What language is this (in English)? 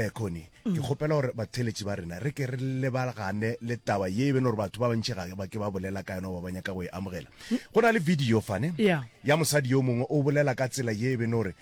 Northern Sotho